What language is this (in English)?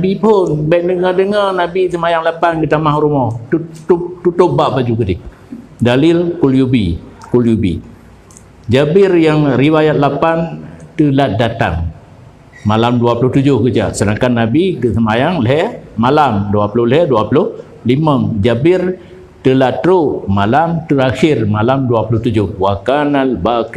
Achinese